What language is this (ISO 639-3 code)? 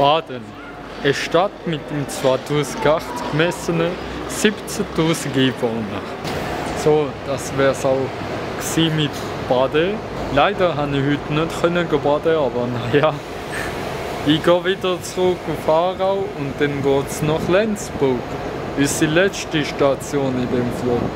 gsw